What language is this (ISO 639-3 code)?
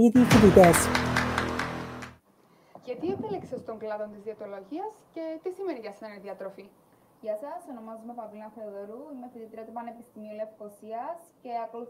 ell